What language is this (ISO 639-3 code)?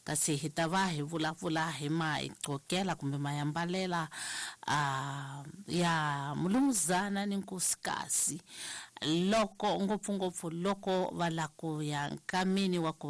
tso